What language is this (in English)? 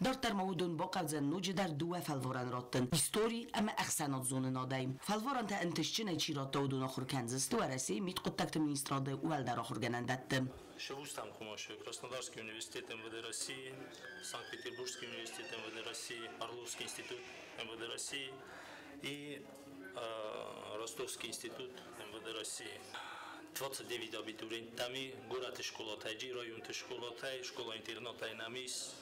Ossetic